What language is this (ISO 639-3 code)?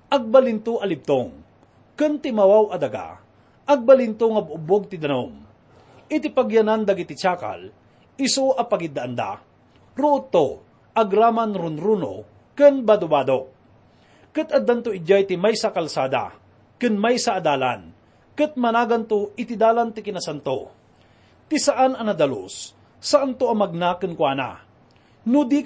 ilo